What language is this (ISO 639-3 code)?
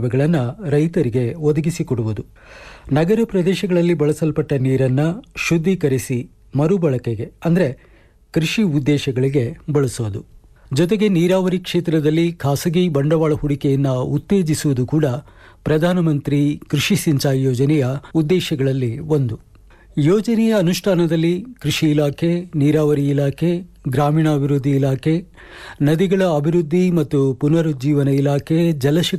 kan